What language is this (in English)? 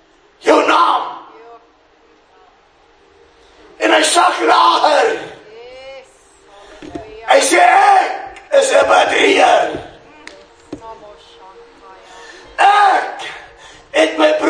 Afrikaans